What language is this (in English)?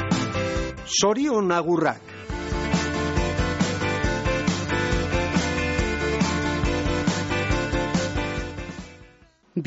Basque